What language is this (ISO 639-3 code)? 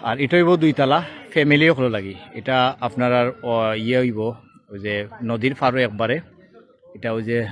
syl